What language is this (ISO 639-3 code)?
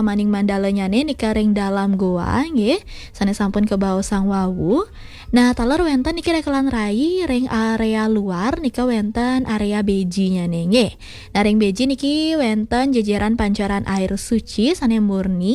ban